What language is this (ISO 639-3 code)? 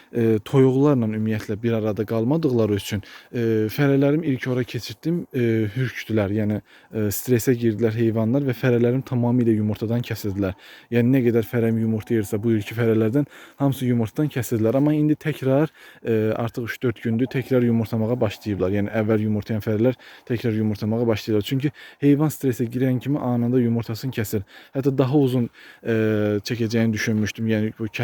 aze